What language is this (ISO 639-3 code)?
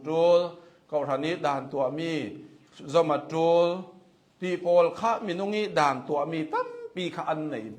cnh